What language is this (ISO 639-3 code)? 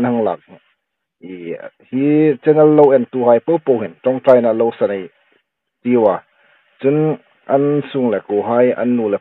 hmr